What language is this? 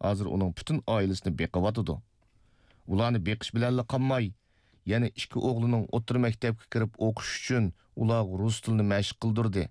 Uyghur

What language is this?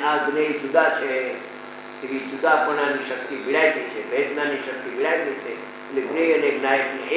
Gujarati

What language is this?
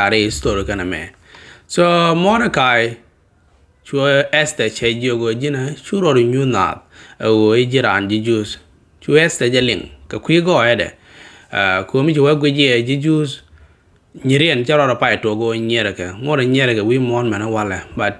Nuer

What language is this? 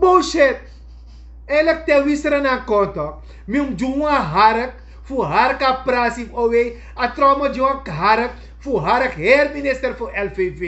Sranan Tongo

